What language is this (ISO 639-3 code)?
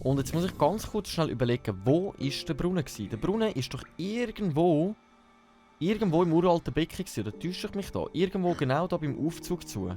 gsw